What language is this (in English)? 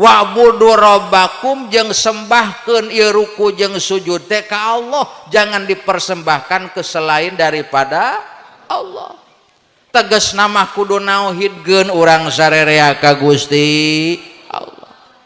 Sundanese